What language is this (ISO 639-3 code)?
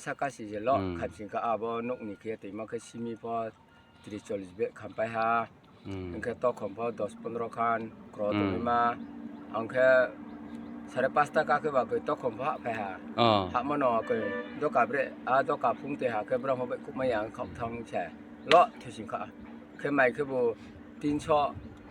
ria